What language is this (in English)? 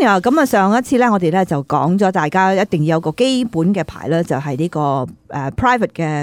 Cantonese